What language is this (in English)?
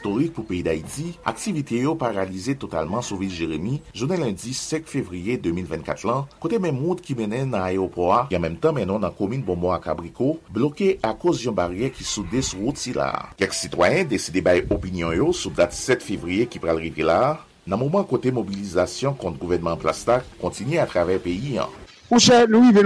Haitian Creole